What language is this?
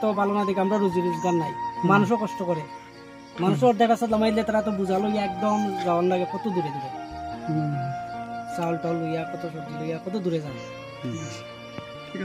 Riang (India)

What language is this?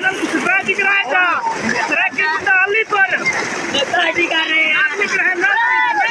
Saraiki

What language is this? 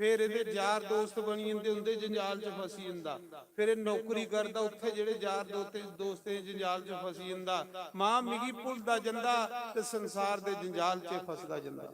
Dogri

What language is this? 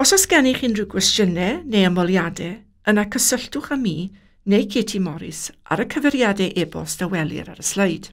Welsh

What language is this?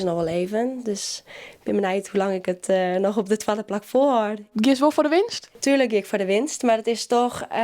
Western Frisian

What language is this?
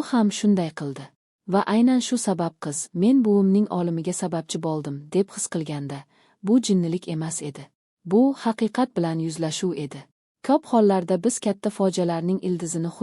Uzbek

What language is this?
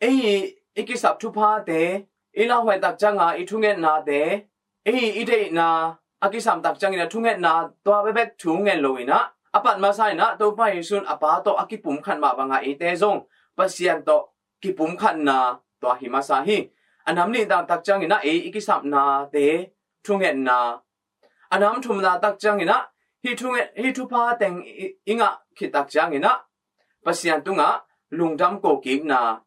Tedim Chin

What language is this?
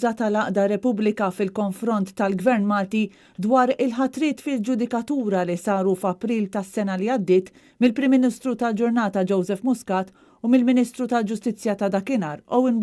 Maltese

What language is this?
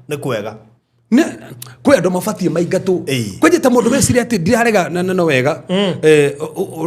Kikuyu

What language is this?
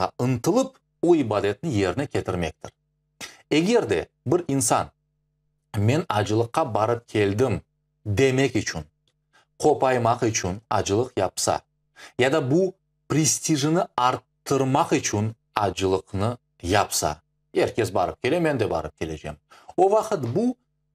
Crimean Tatar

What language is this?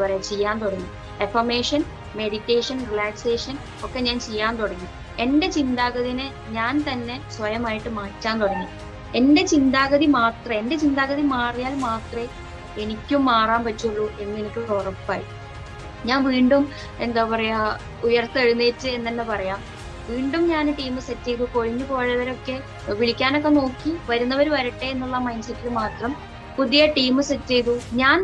Malayalam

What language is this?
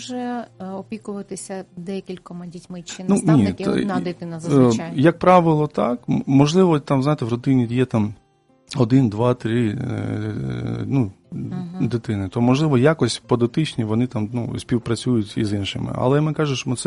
Ukrainian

